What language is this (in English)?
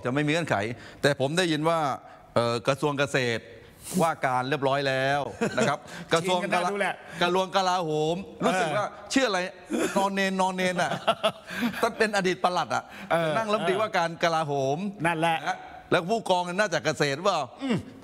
Thai